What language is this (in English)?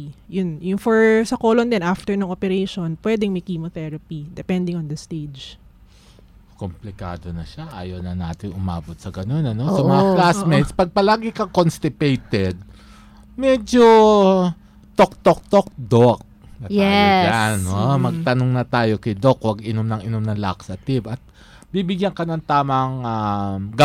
Filipino